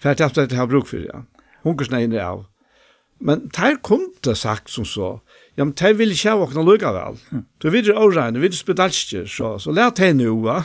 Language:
Faroese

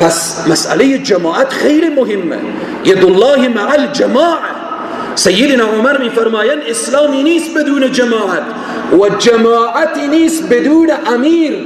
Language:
Persian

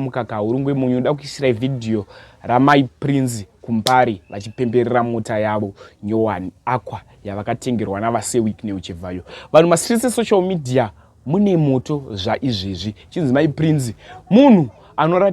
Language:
Shona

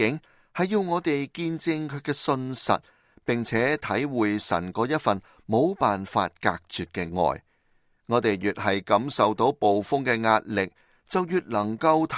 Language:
Cantonese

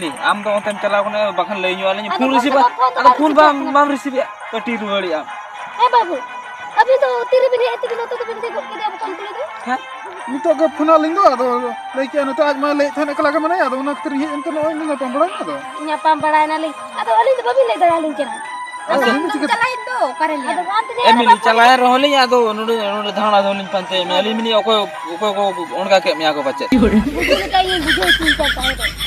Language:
Santali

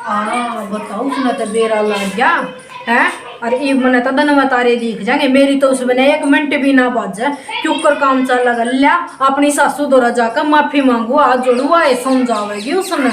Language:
Haryanvi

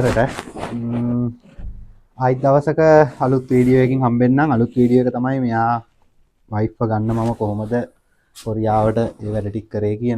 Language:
Sinhala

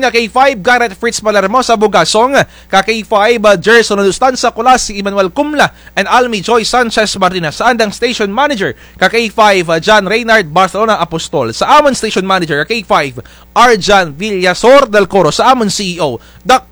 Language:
Kinaray-a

